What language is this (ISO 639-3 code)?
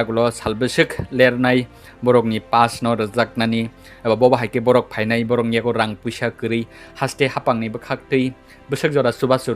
trp